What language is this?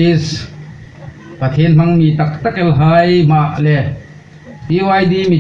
Hmar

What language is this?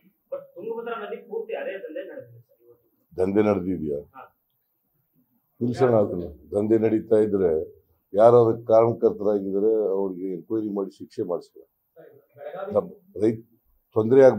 Kannada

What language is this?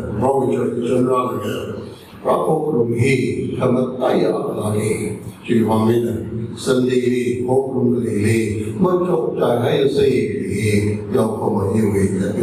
Tangkhul Naga (India)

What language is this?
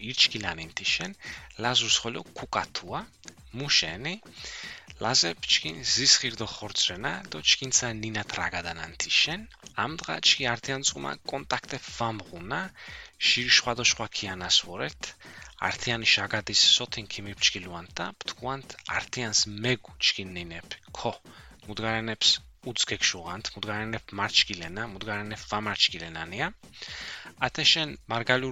Armenian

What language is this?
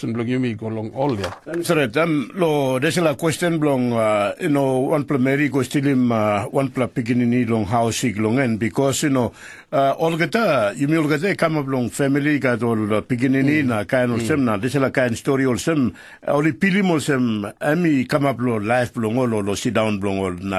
Tok Pisin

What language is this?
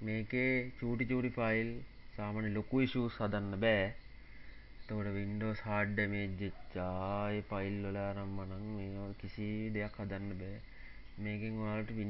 Sinhala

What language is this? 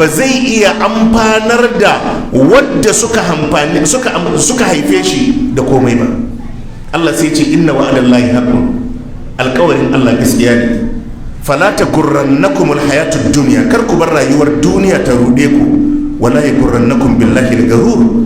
Hausa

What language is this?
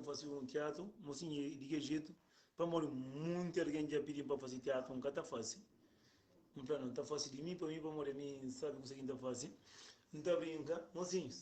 Kabuverdianu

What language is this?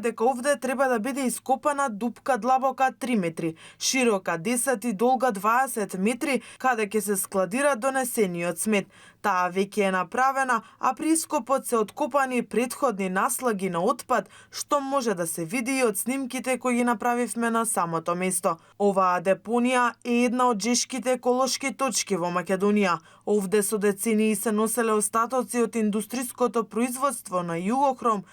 Macedonian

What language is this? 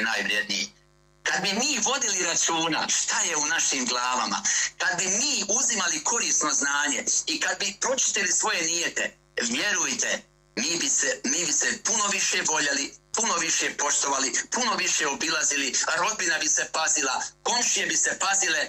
Bosnian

